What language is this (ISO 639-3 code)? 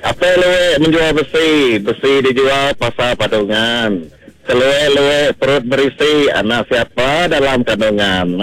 iba